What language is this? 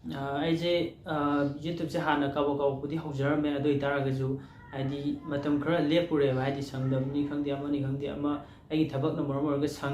Manipuri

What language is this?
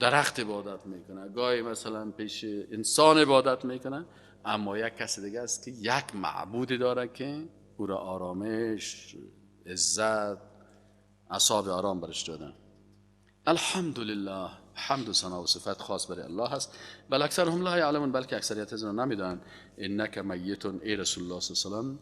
Persian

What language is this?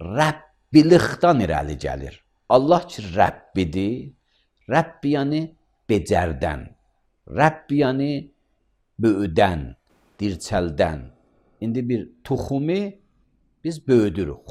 Azerbaijani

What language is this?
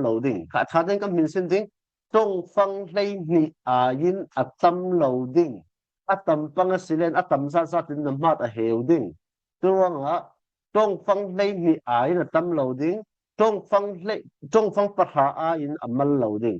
Falam Chin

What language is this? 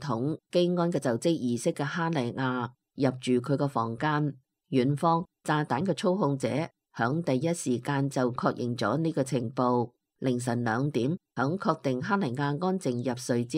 Cantonese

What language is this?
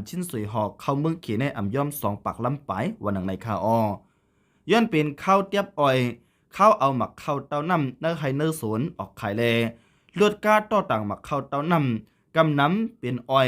Shan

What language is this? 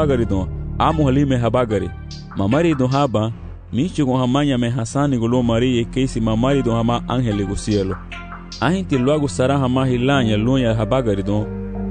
Garifuna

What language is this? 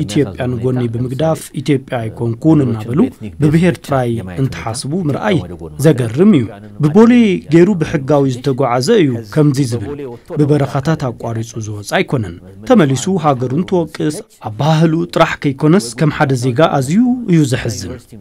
Tigrinya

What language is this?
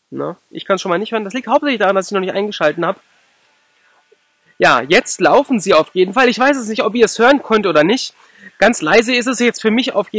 German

